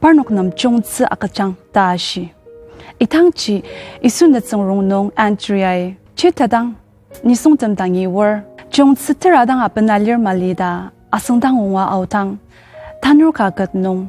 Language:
Ao Naga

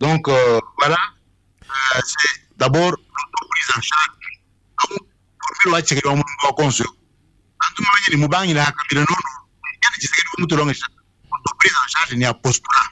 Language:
Luba-Lulua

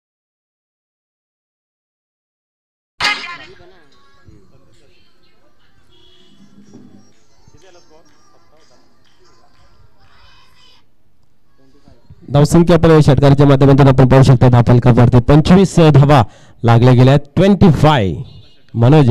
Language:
Marathi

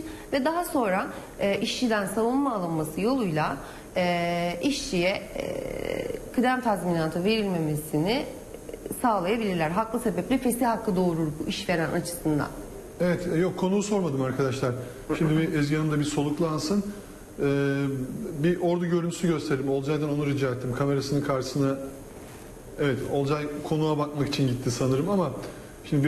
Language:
Turkish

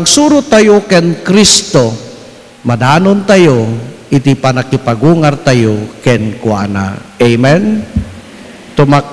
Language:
Iloko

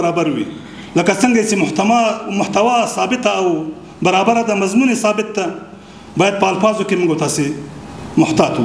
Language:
Pashto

